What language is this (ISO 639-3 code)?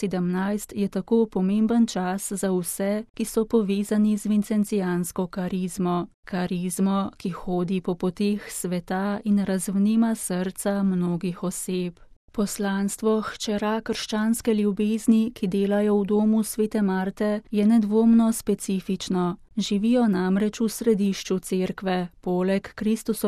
slv